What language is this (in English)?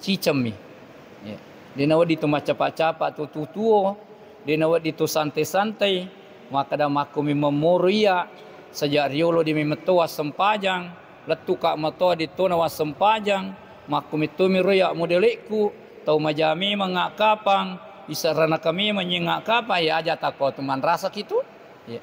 Buginese